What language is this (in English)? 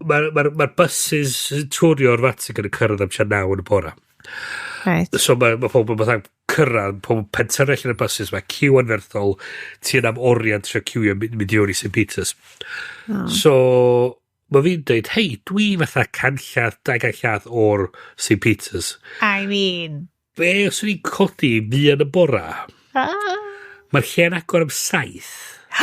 Welsh